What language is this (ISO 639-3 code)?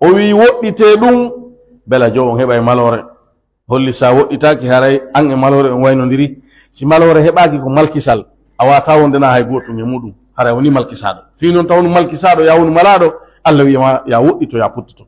fuf